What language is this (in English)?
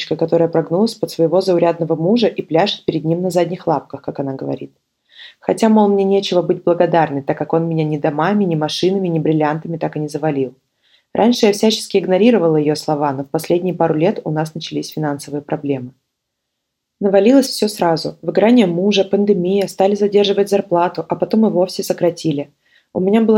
Russian